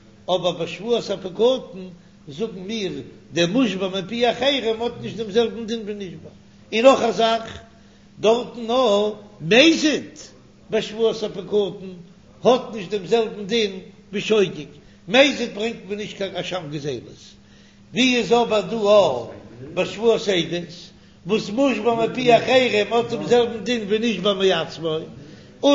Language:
Yiddish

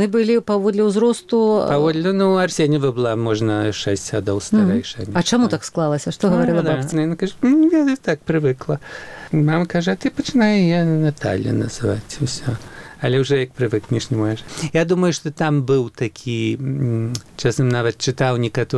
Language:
Belarusian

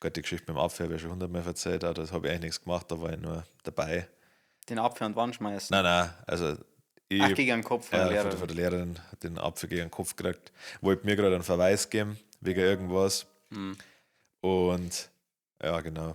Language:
Bavarian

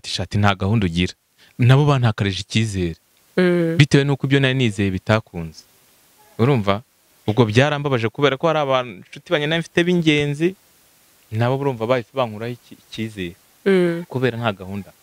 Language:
Kinyarwanda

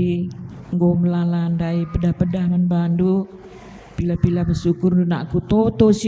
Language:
Batak Karo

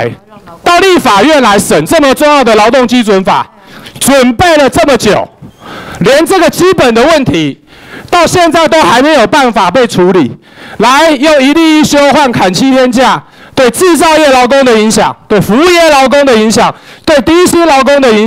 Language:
Chinese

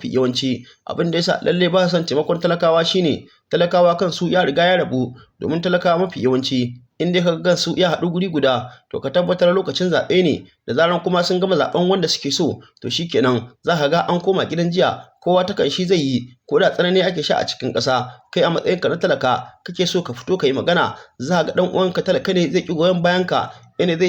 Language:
Hausa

